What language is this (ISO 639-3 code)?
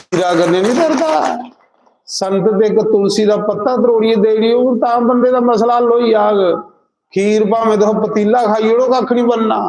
doi